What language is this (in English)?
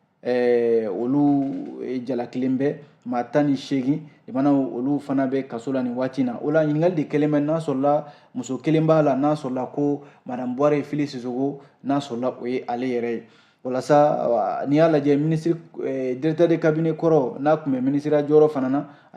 Bambara